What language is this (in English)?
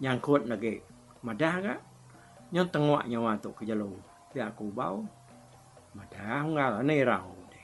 Iban